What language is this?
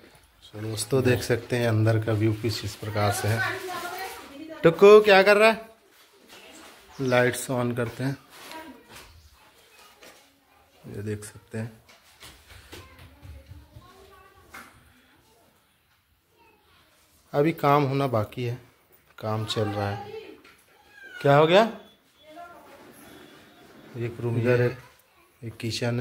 Hindi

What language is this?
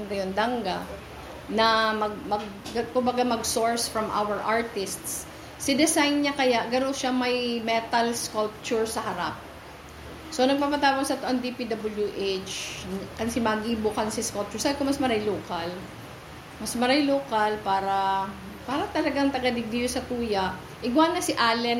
Bikol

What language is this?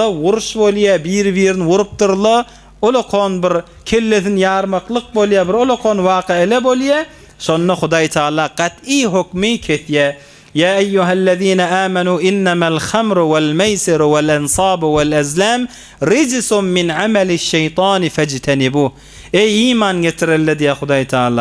Turkmen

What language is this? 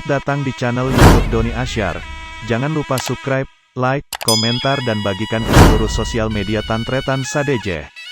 Madurese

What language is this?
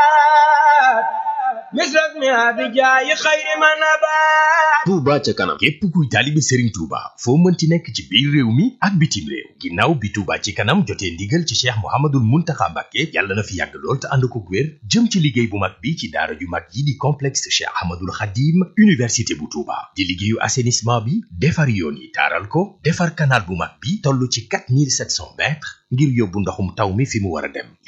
Wolof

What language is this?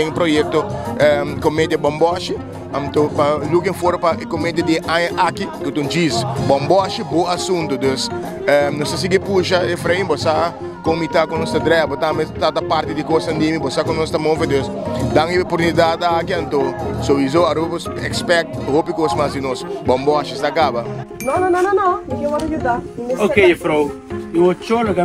Papiamento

